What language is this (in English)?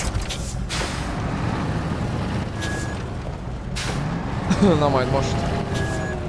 Hungarian